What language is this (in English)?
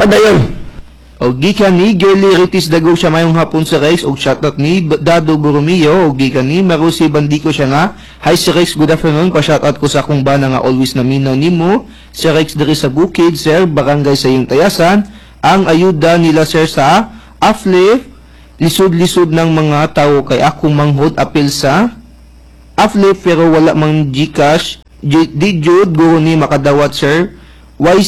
Cebuano